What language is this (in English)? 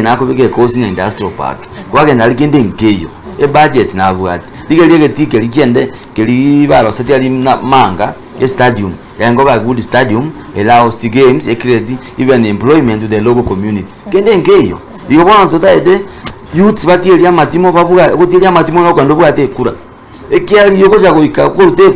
Gusii